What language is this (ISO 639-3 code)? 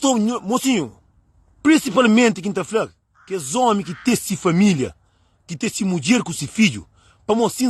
kea